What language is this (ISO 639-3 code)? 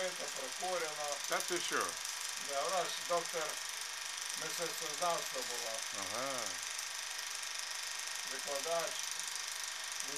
ukr